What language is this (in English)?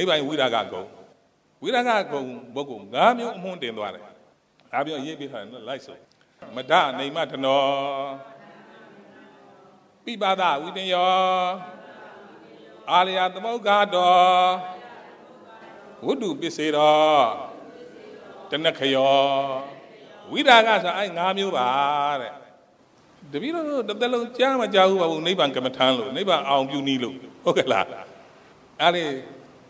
Burmese